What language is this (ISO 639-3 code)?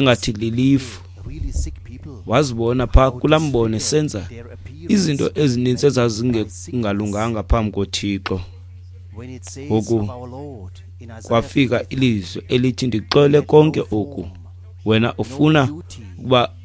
xho